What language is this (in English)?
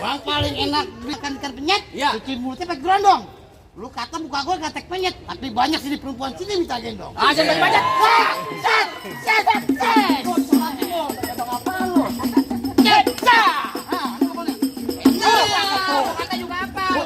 Betawi